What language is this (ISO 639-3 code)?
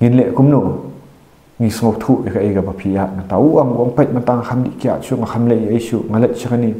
kha